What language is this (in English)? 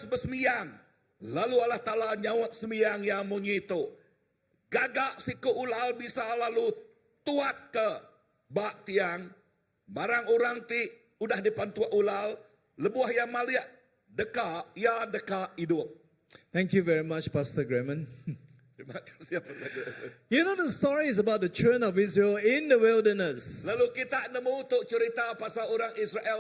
Iban